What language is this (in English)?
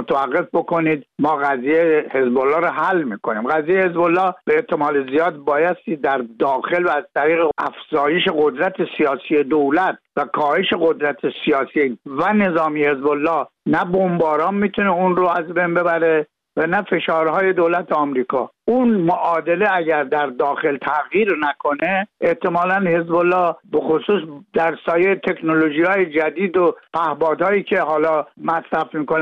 Persian